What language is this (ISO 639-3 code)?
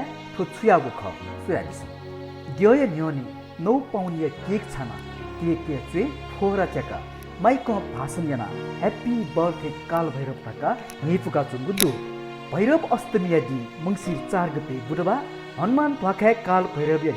new